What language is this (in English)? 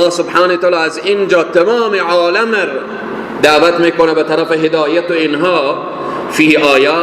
Persian